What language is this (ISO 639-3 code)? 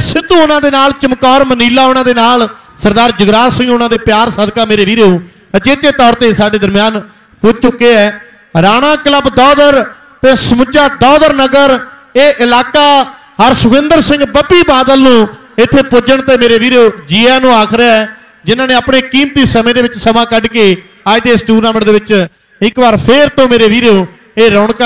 pan